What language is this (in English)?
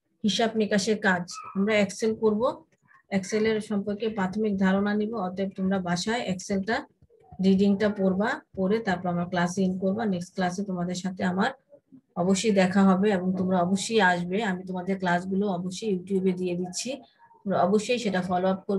Bangla